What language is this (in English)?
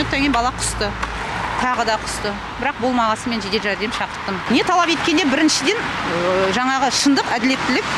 Kazakh